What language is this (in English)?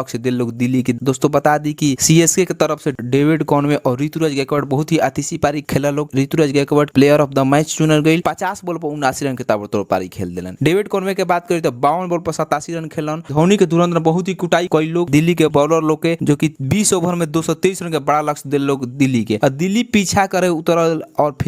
Bhojpuri